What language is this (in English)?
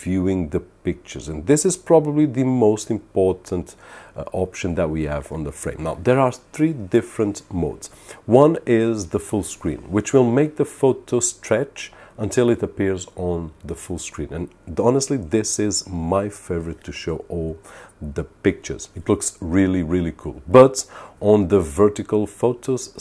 English